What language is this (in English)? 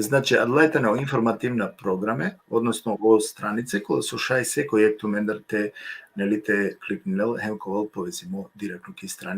Balkan Romani